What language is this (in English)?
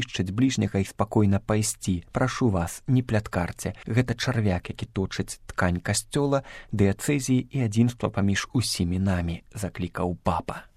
Belarusian